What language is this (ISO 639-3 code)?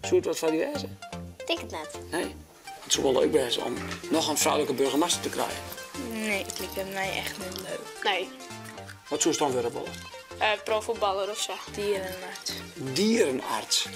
fry